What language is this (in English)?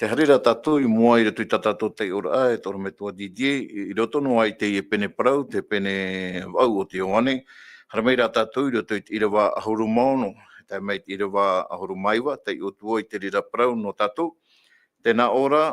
Tahitian